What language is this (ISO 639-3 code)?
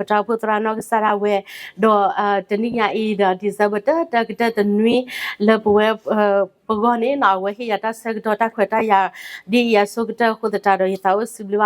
ksw